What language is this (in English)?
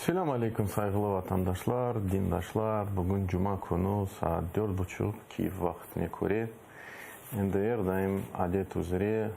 Crimean Tatar